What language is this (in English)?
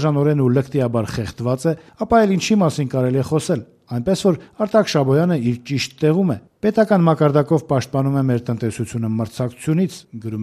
Armenian